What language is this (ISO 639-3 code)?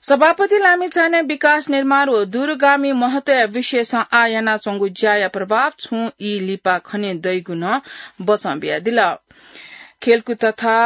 new